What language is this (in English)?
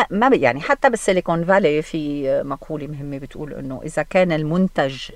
North Levantine Arabic